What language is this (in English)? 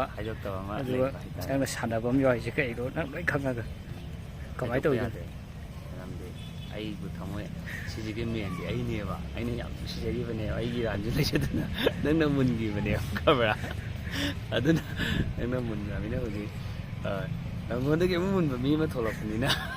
Manipuri